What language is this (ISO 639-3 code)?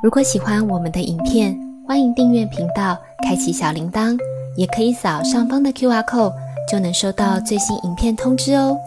yue